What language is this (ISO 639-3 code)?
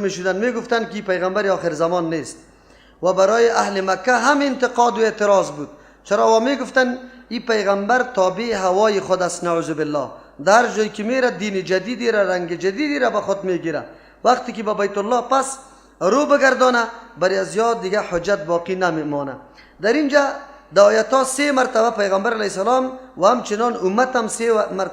fas